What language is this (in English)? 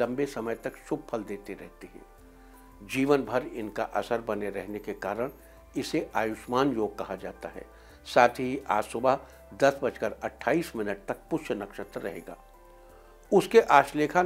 Hindi